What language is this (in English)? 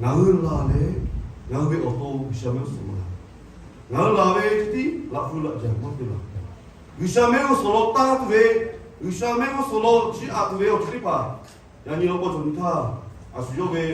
Lahu